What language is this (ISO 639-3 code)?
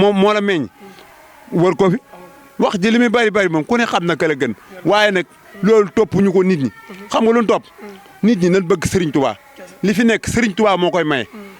wol